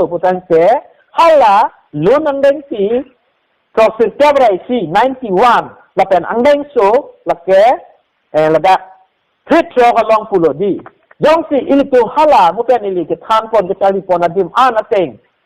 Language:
Karbi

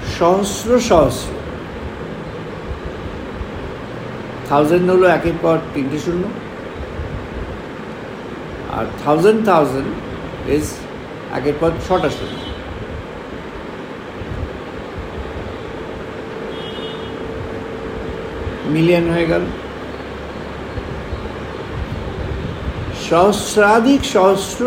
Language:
Bangla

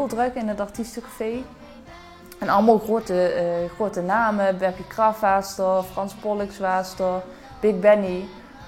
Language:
Limburgish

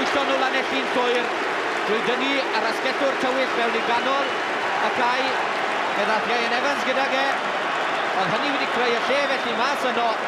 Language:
Welsh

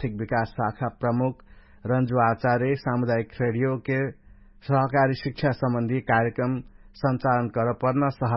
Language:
Dangaura Tharu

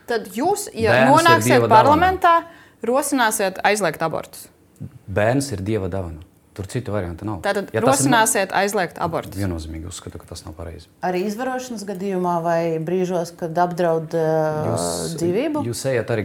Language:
Latvian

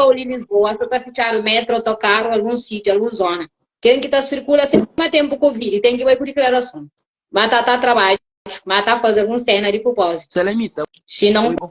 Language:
Kabuverdianu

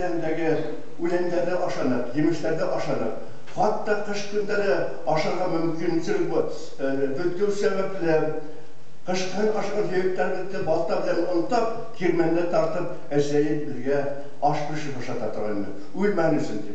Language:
Bashkir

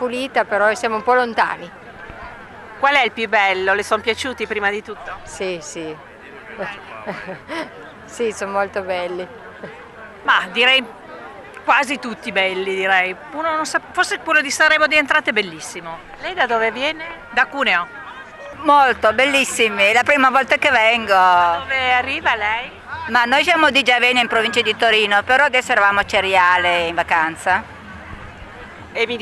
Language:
Italian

